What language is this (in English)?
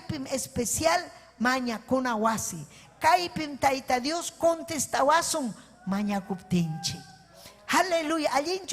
Ayacucho Quechua